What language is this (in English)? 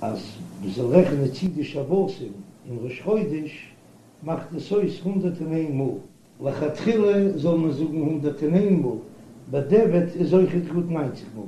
Yiddish